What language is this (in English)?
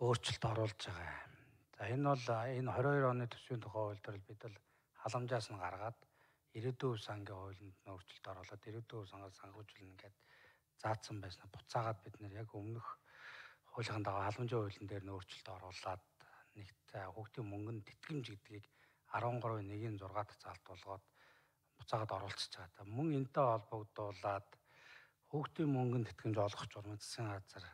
Mongolian